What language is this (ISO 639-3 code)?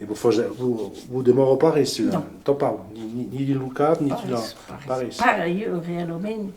oci